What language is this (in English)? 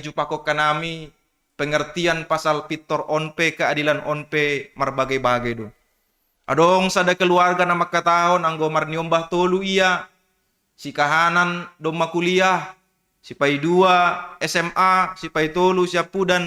Batak Simalungun